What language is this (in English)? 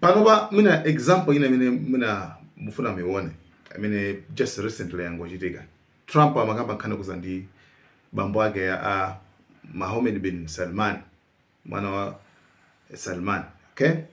Nyanja